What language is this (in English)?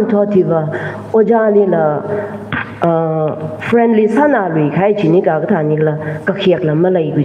Tangkhul Naga (India)